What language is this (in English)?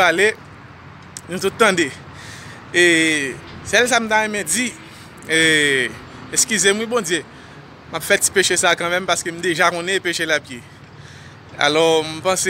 Haitian Creole